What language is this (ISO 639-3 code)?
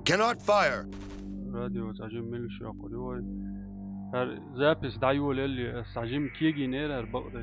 che